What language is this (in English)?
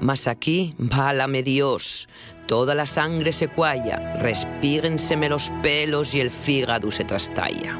Asturian